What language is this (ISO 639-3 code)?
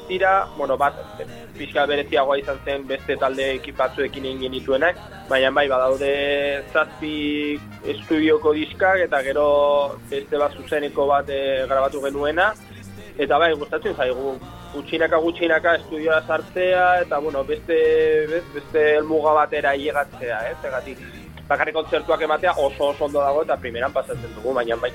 eus